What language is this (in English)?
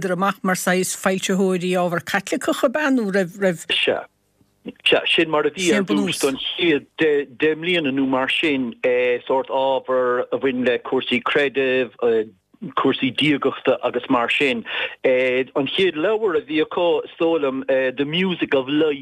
Irish